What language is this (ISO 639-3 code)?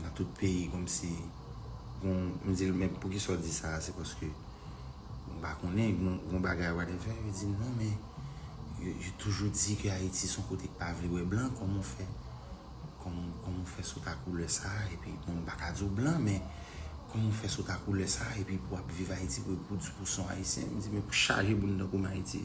hat